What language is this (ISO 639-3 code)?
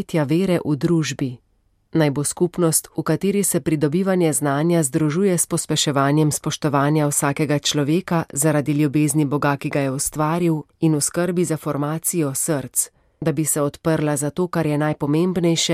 slv